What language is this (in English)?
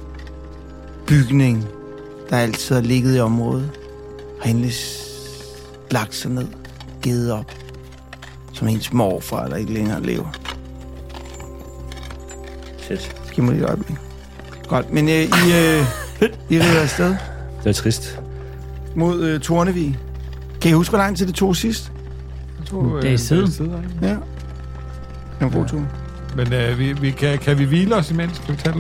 Danish